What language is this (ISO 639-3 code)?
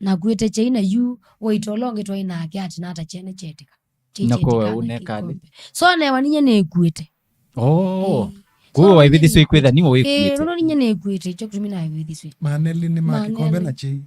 kam